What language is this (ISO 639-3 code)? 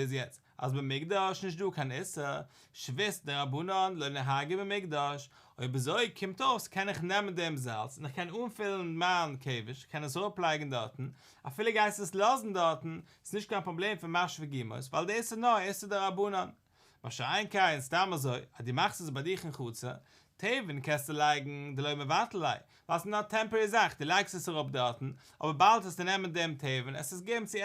yid